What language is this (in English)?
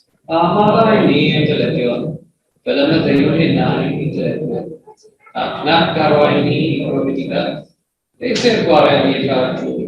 Welsh